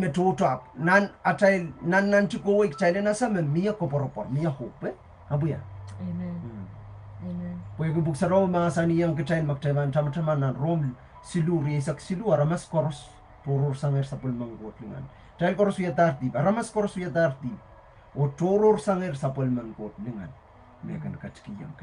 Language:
Pohnpeian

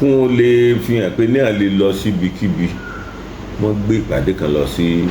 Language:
Yoruba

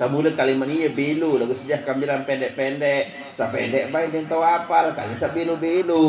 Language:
Sasak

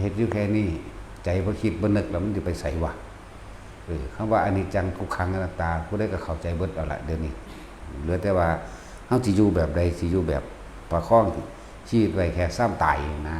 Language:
Northeastern Thai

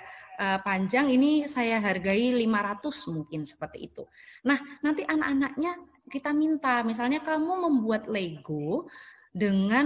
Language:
Indonesian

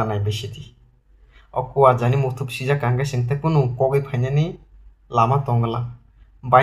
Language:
Kok Borok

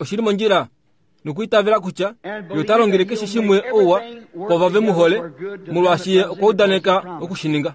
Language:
Kuanyama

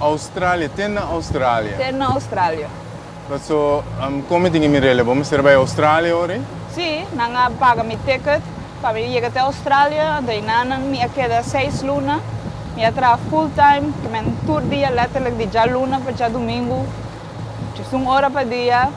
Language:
Papiamento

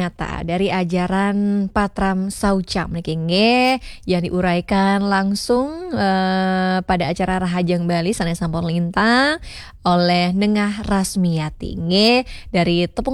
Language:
Balinese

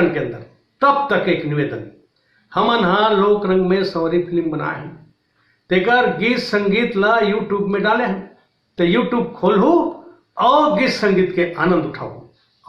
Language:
Chhattisgarhi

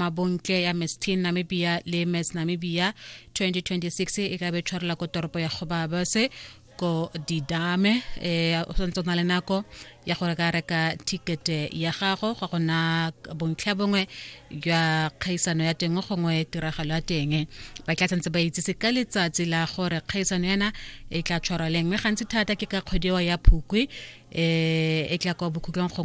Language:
Tswana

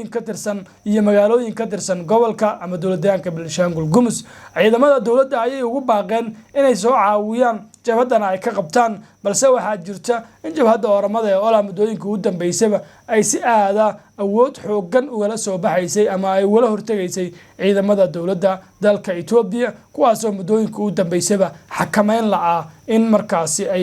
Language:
Somali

